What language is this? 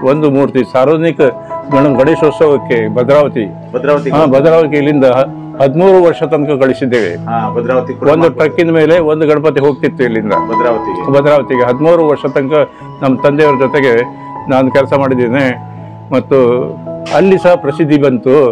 Kannada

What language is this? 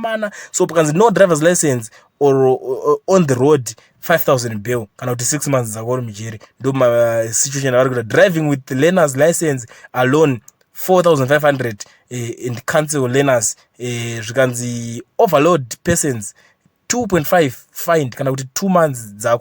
Shona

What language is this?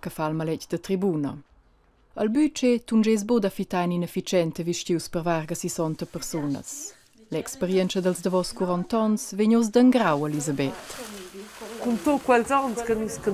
Romansh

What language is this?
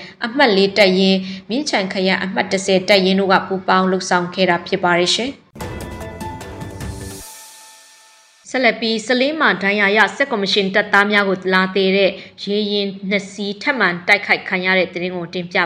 Burmese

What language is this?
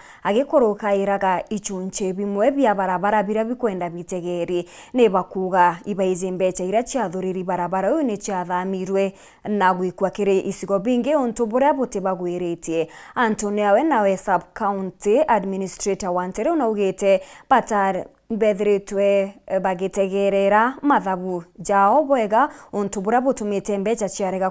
Meru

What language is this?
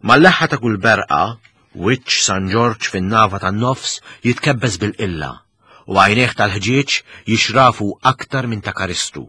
Maltese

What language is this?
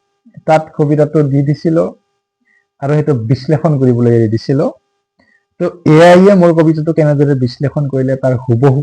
Assamese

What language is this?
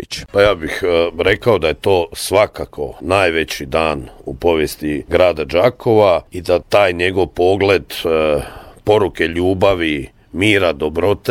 Croatian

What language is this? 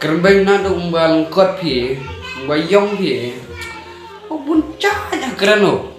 Khasi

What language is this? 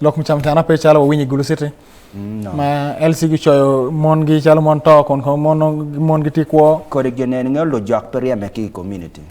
Acoli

